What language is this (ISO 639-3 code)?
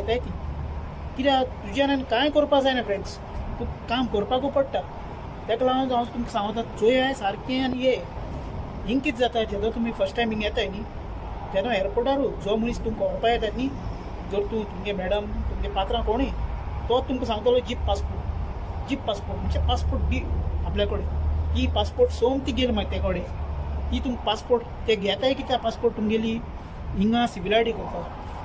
kok